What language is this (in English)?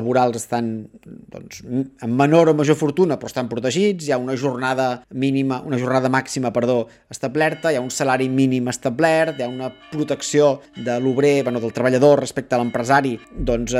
Catalan